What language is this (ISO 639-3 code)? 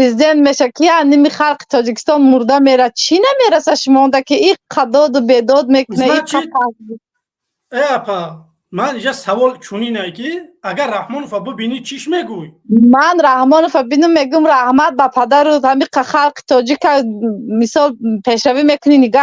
tgk